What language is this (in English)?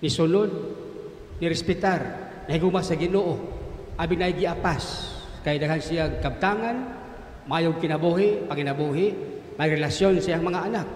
Cebuano